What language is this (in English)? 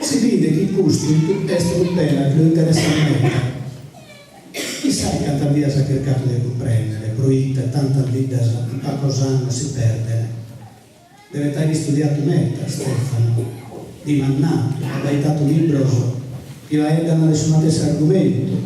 Sardinian